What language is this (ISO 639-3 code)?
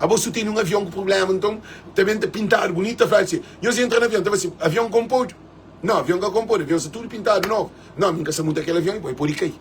kea